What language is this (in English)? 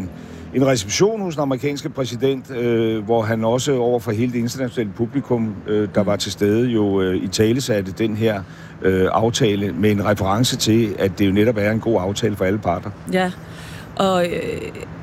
Danish